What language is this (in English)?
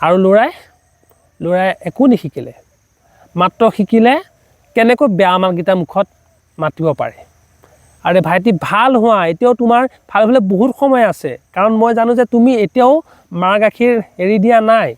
Assamese